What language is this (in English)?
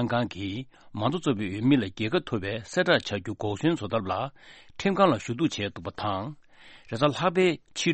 Tibetan